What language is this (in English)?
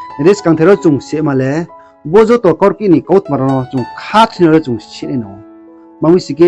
Riang (India)